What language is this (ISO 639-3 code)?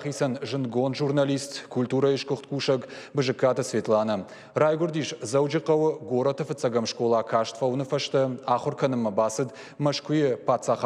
oss